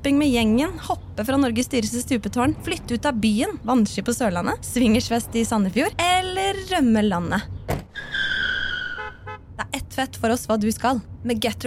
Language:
Norwegian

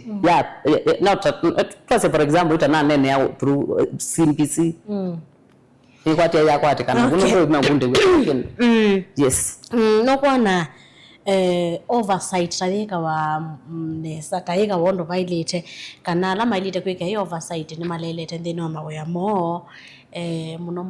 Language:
Kamba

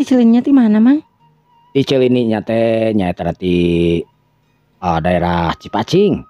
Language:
Sundanese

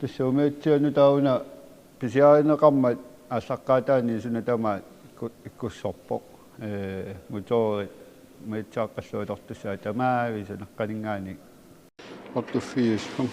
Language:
Kalaallisut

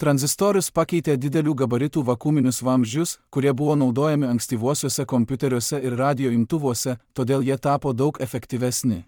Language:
Lithuanian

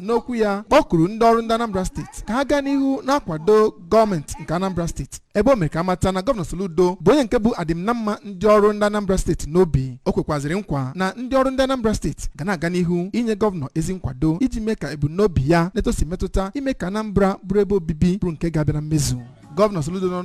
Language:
Igbo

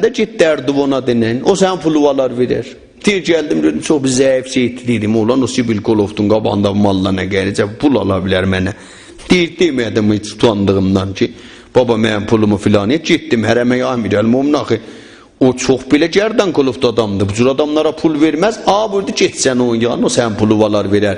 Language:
South Azerbaijani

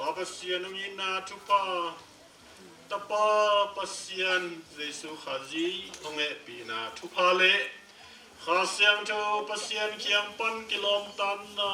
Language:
Tedim Chin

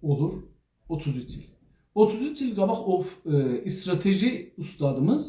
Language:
South Azerbaijani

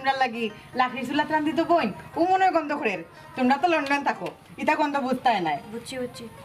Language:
Sylheti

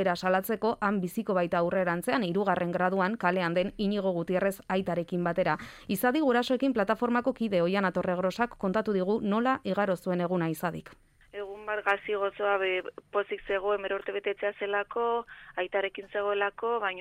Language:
Basque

